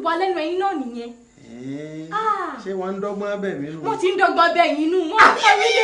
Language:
Yoruba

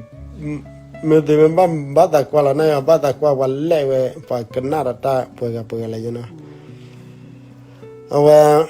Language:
S'gaw Karen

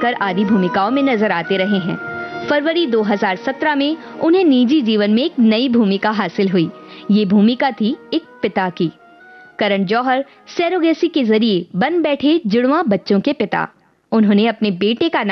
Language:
Hindi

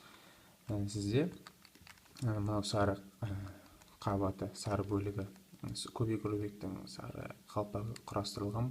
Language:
Kazakh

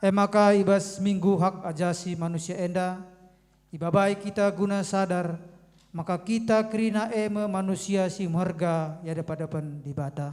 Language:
Batak Karo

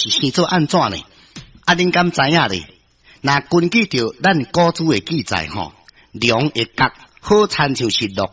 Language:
Min Nan Chinese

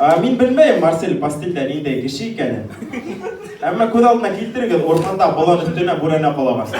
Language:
Bashkir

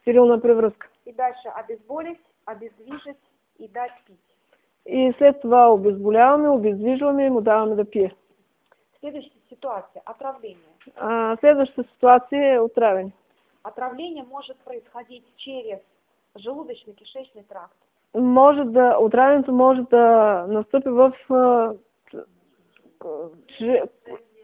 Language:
Bulgarian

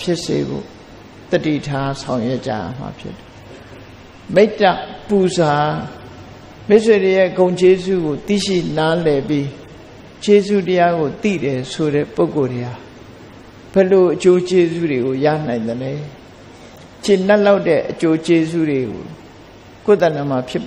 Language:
Burmese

